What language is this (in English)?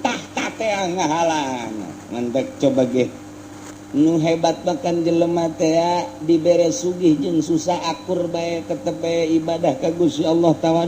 Sundanese